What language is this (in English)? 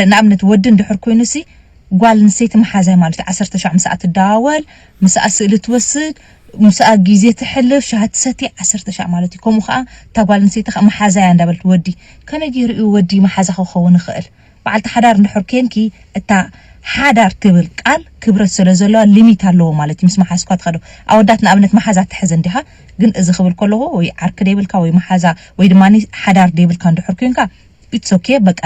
Tigrinya